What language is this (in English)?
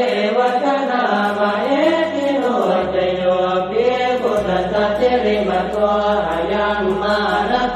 Pali